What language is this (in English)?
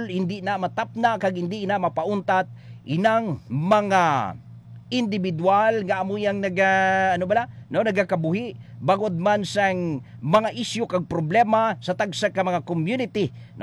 Hiligaynon